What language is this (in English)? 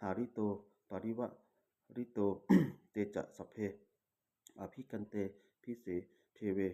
Pali